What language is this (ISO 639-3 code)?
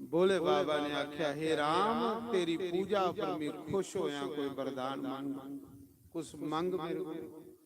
doi